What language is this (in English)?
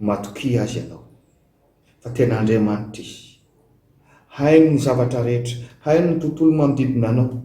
Malagasy